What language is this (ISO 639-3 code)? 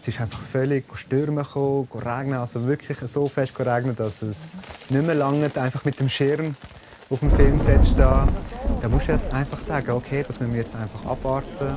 roh